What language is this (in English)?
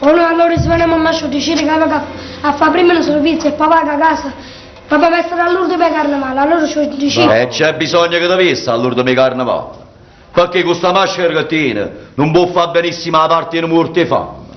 Neapolitan